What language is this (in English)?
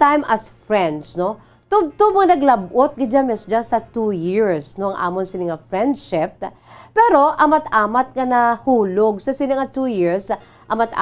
Hiligaynon